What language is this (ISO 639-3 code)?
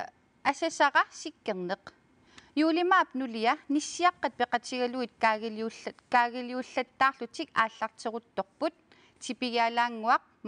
kal